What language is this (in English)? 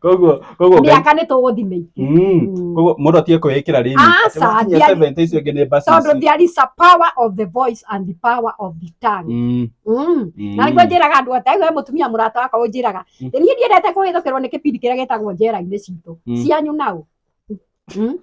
Kikuyu